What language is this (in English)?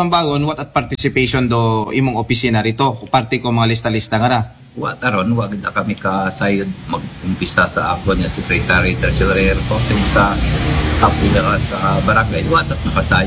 Aklanon